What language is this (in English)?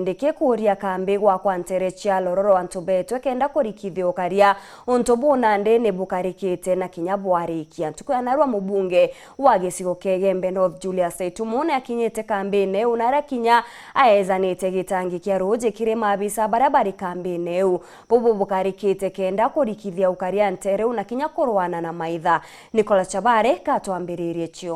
Meru